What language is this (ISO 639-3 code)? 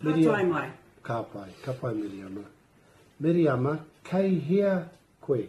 mri